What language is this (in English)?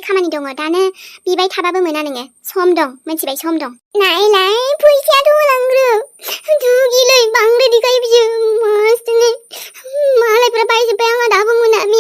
Bodo